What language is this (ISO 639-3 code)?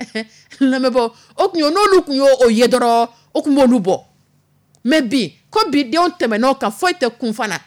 dyu